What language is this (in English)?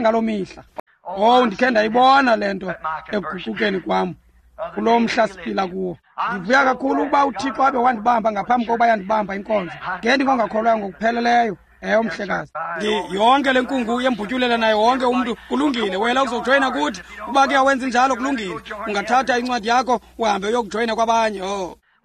Xhosa